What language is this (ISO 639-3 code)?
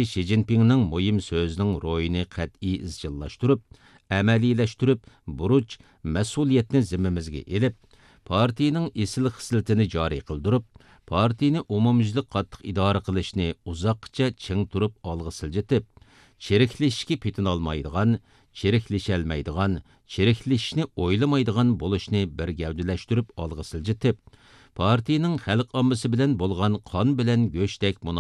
uig